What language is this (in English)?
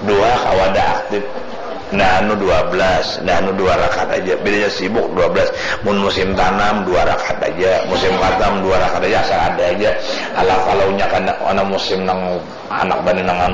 Banjar